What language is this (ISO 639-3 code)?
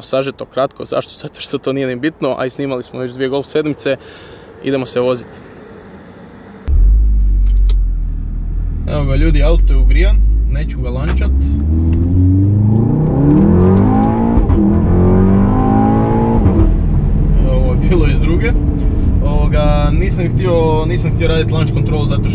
hrv